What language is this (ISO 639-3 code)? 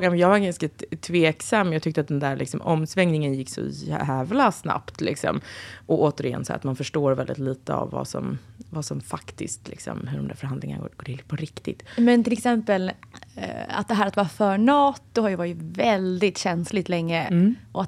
swe